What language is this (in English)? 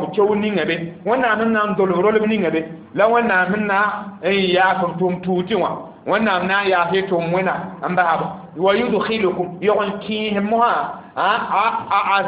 Mossi